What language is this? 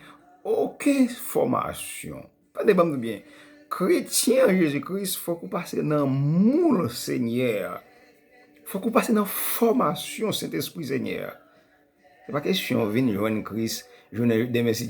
Haitian Creole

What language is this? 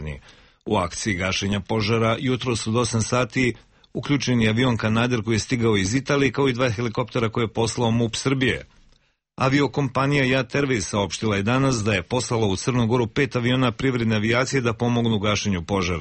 Serbian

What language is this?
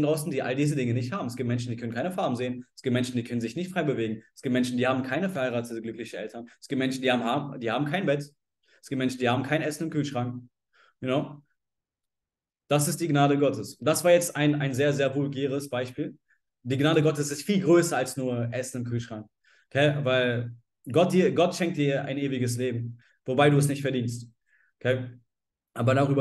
German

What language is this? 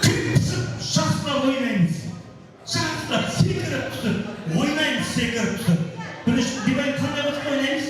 Kara-Kalpak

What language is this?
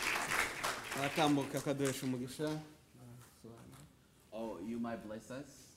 Kinyarwanda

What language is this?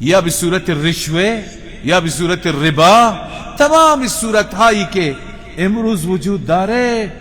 Persian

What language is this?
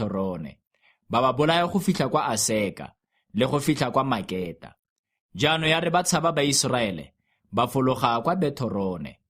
Tswana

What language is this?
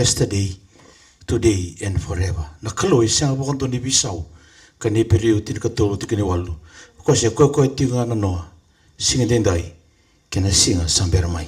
Fijian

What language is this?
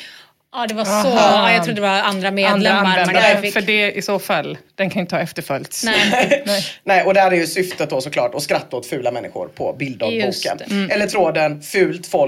Swedish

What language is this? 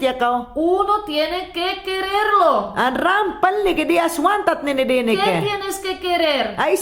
Mayangna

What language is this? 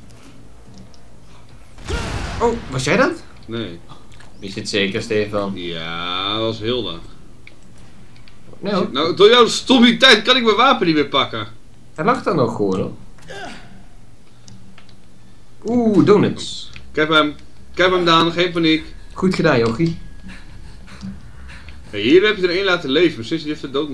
Dutch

